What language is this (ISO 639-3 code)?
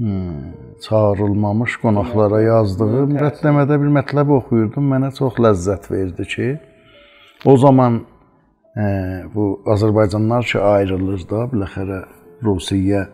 azb